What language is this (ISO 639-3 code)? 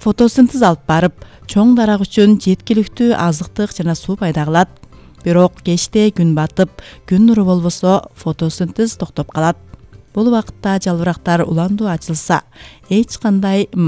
kir